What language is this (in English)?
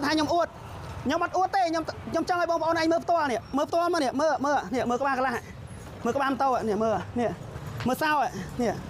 Khmer